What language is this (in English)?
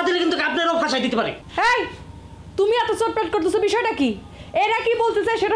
Bangla